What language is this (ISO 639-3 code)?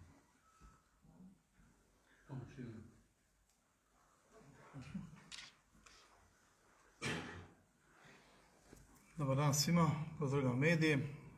srp